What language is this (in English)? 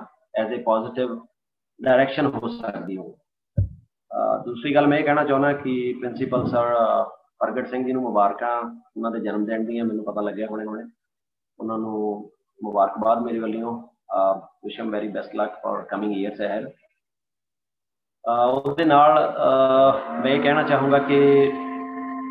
Punjabi